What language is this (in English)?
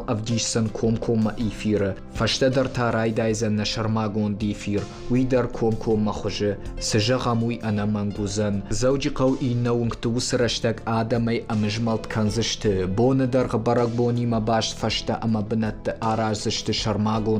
Ossetic